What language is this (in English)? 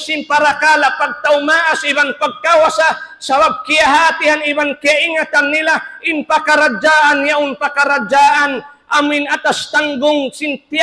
Tausug